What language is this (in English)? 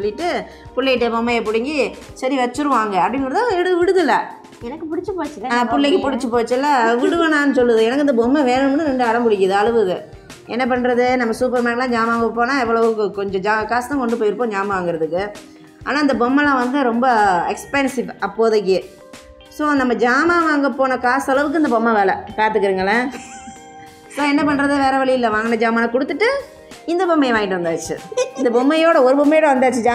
Tamil